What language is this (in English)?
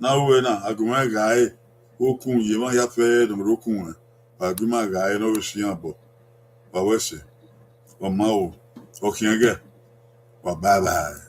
Bini